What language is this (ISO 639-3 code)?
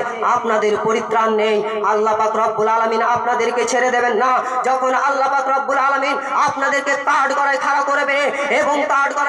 ben